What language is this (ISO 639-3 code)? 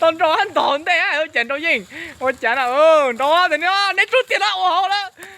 hmn